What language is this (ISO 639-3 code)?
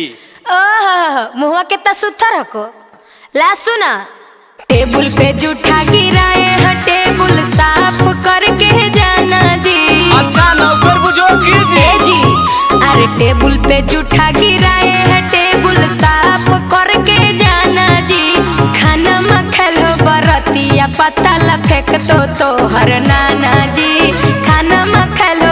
mag